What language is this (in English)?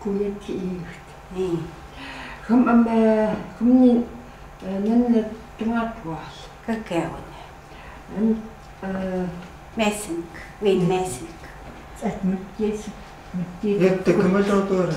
Chukot